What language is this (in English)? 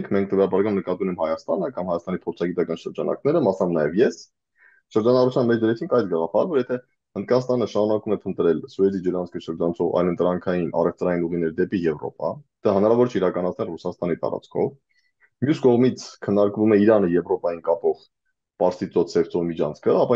Armenian